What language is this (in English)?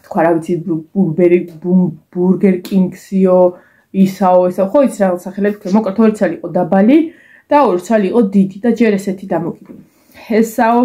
Georgian